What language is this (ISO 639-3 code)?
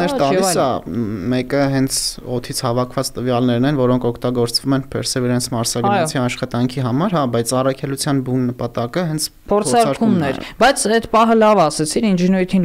hye